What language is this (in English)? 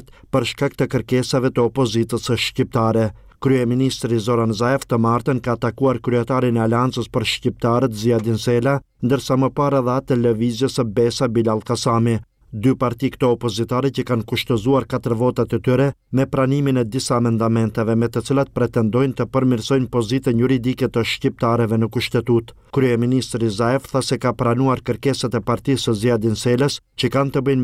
Albanian